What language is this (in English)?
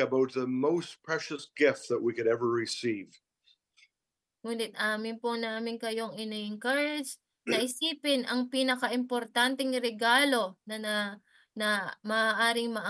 Filipino